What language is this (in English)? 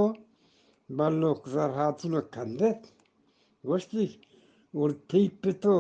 Eastern Balochi